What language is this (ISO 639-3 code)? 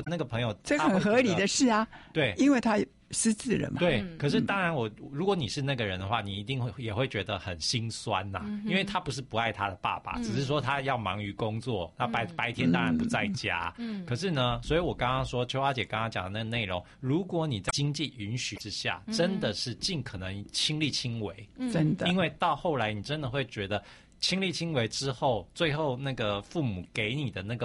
zho